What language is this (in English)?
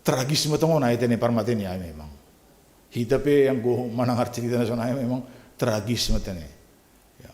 Batak Simalungun